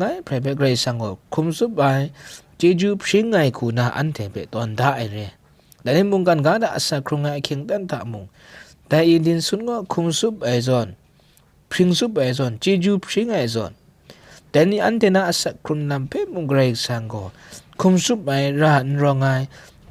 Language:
Kachin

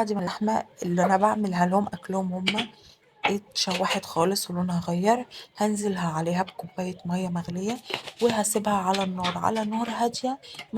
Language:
Egyptian Arabic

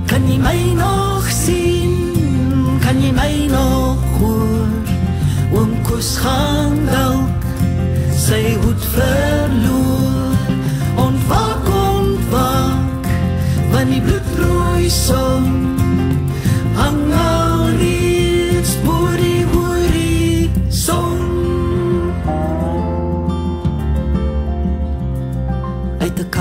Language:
Afrikaans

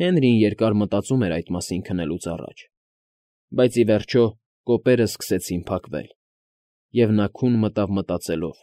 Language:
Armenian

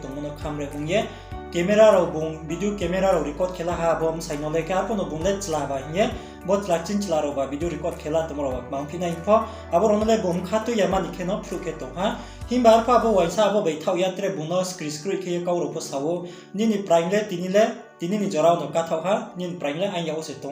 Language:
Riang (India)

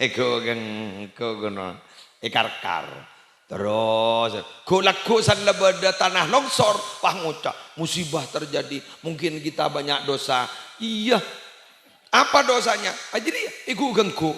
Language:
Madurese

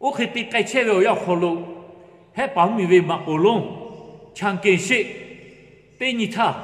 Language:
Lahu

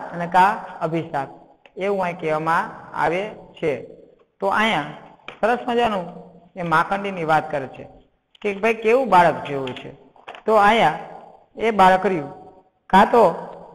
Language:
Gujarati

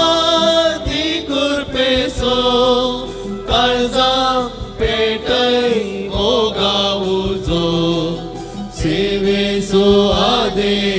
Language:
Konkani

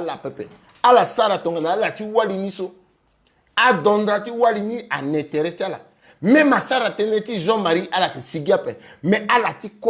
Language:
Sango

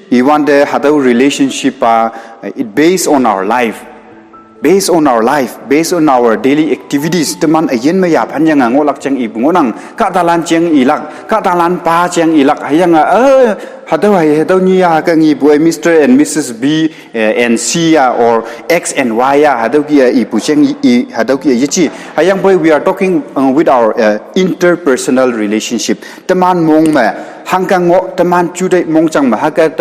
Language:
Konyak Naga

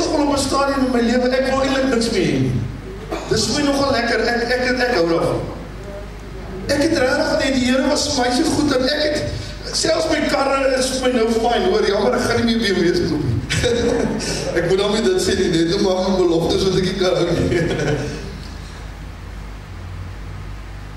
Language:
Afrikaans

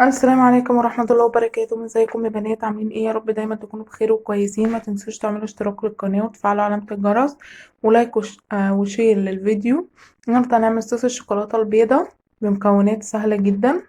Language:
Egyptian Arabic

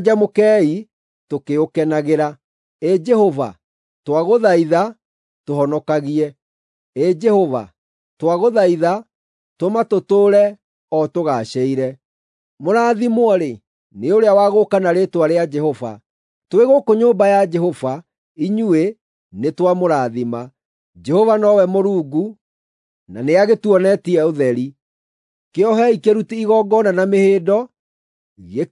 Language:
Kikuyu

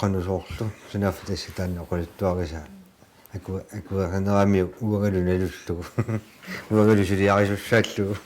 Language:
Kalaallisut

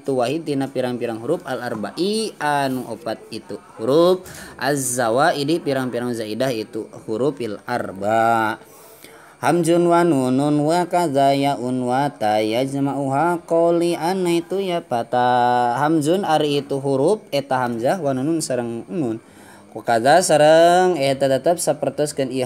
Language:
Sundanese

